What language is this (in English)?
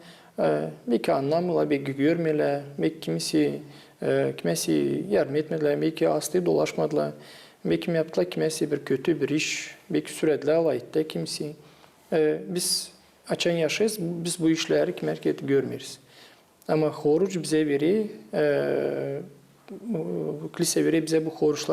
Gagauz